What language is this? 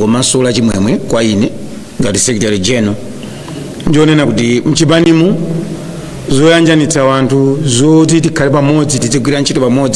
Nyanja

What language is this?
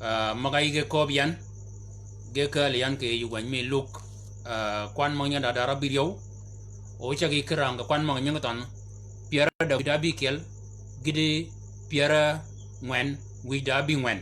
Shilluk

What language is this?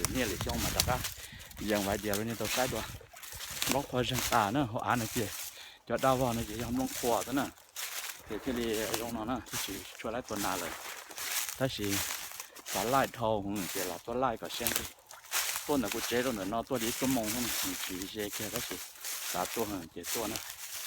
Hmong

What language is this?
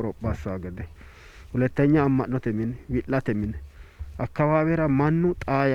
Sidamo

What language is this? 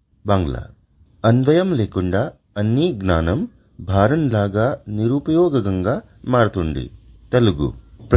Sanskrit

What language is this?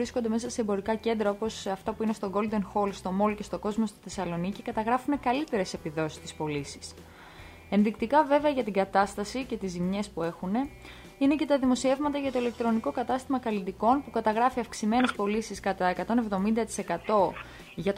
Greek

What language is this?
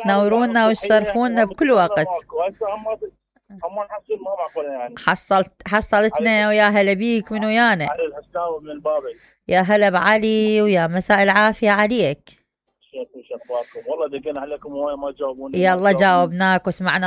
Mesopotamian Arabic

